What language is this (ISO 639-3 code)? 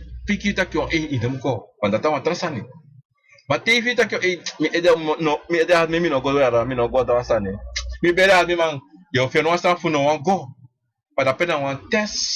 srn